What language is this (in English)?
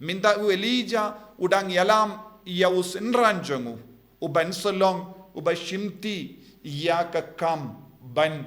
Khasi